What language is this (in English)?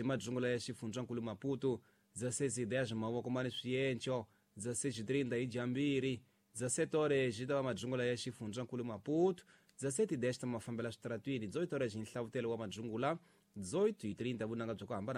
Tsonga